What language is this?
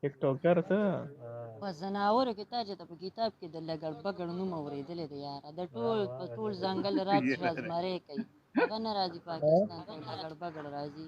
Pashto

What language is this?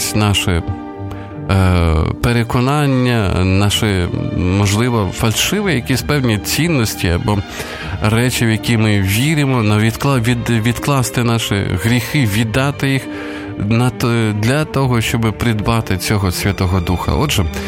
Ukrainian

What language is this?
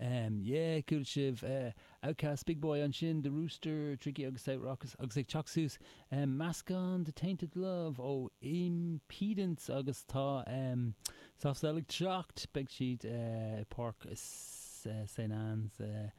Irish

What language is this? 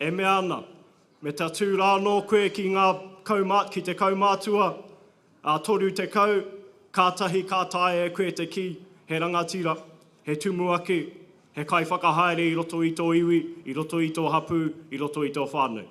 Māori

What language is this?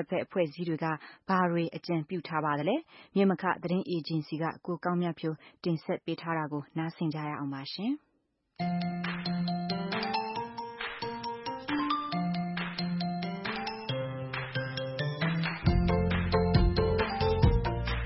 Burmese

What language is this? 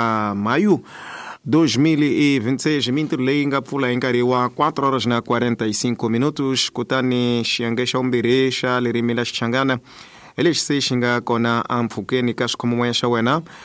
Tsonga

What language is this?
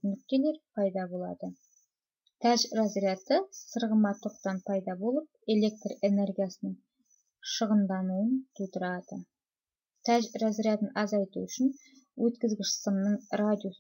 Kazakh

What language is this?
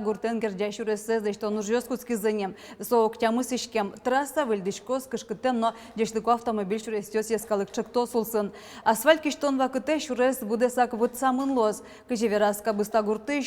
Udmurt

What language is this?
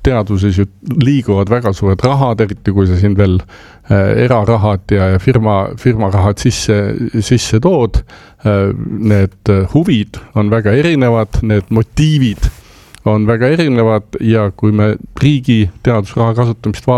Estonian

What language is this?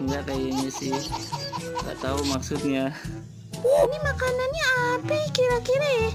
Betawi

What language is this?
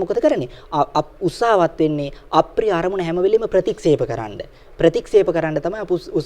Sinhala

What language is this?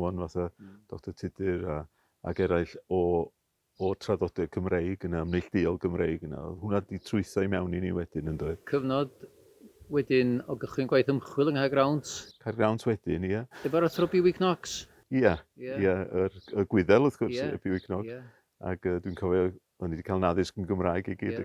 Welsh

